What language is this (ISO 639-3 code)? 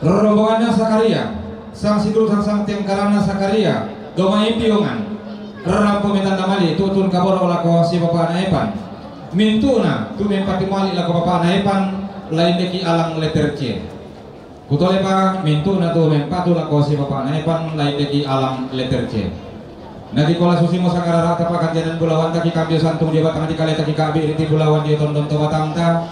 sda